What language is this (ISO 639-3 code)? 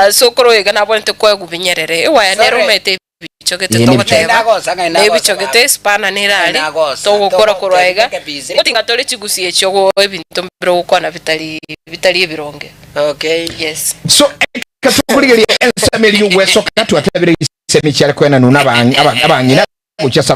guz